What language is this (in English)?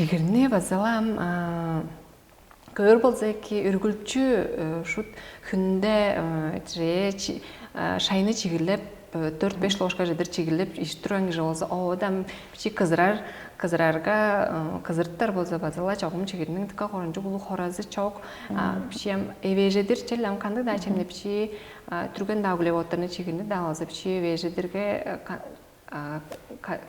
Tuvinian